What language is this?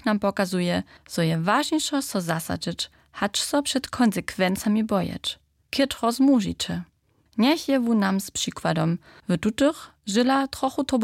Upper Sorbian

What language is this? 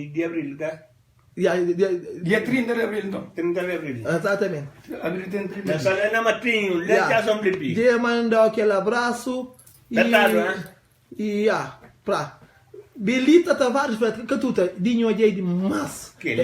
Kabuverdianu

